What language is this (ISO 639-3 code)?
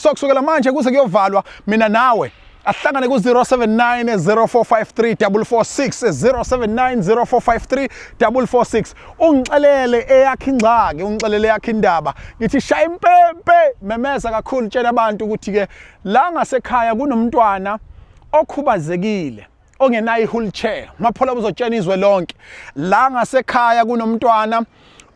zul